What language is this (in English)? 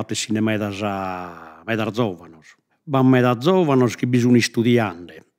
Sardinian